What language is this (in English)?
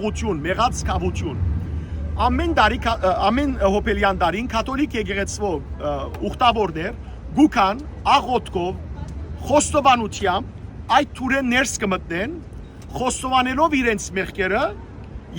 Western Armenian